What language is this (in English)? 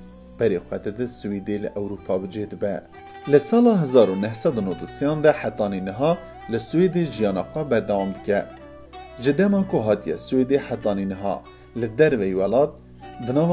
Kurdish